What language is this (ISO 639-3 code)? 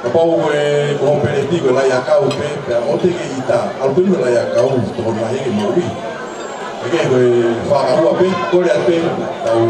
ton